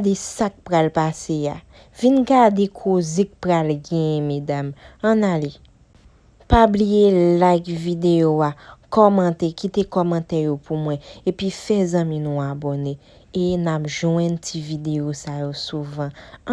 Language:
Haitian Creole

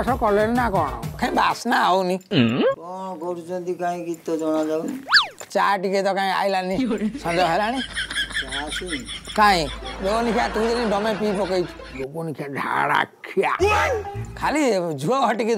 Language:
Odia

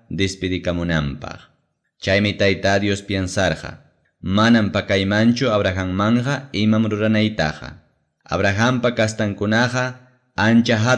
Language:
Ayacucho Quechua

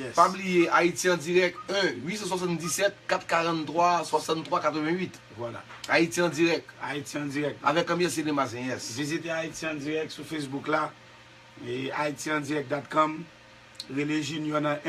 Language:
Haitian Creole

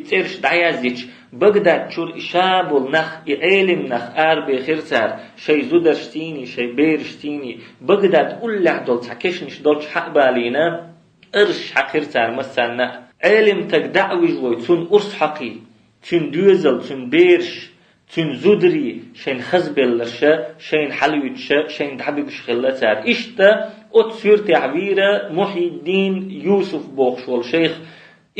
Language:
Chechen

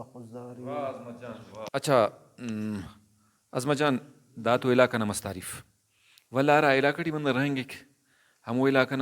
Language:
Brahui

